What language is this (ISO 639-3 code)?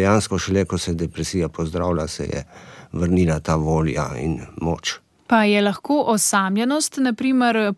slv